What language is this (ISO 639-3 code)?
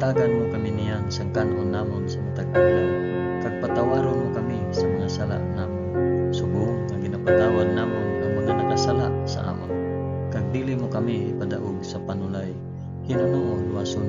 hil